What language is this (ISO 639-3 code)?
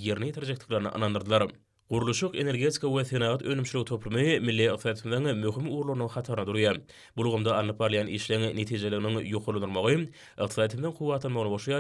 tuk